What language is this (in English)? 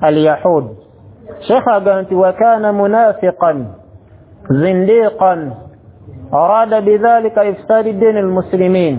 Ganda